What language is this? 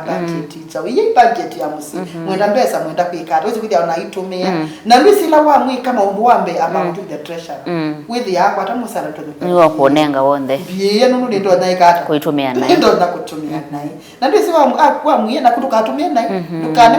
Kamba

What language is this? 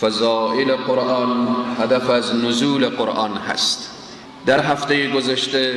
Persian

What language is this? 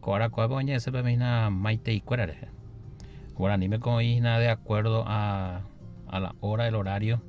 Guarani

